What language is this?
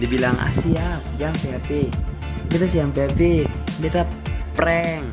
Ambonese Malay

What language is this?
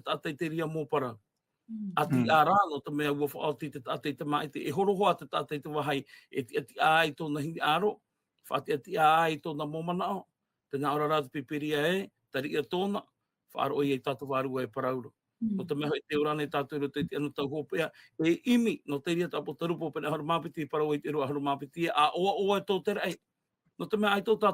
Tahitian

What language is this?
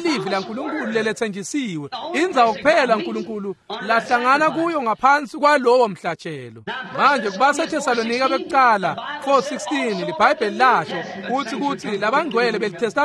Swati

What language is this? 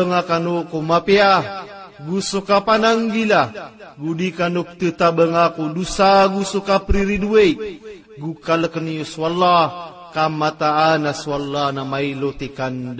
Maranao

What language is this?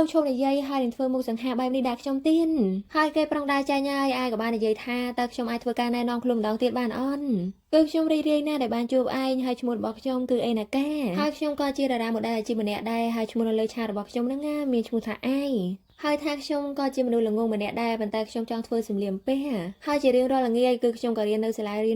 Khmer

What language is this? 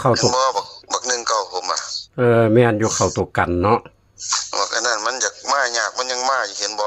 Northeastern Thai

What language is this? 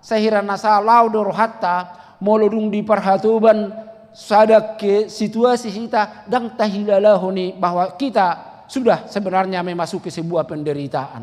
Batak Toba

